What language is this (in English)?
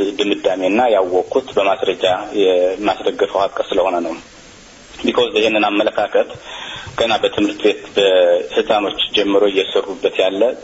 Amharic